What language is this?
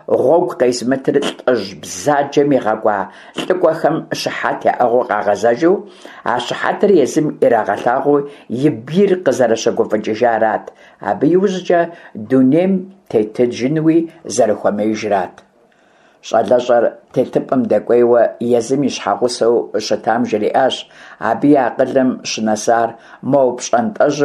Kabardian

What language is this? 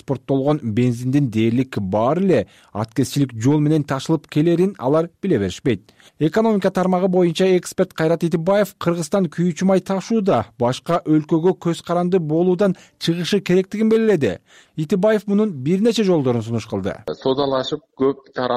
Kyrgyz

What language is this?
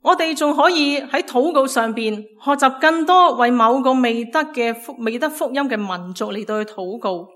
Cantonese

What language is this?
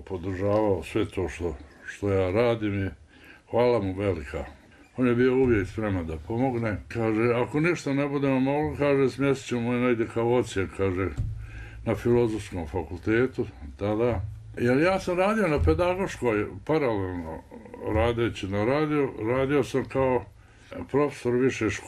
Bosnian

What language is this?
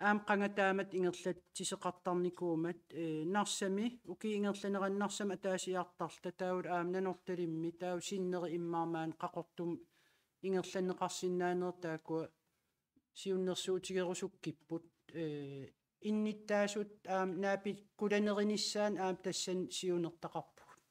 Kalaallisut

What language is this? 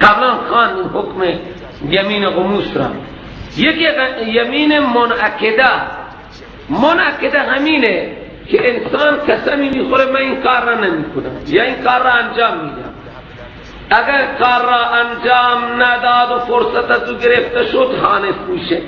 Persian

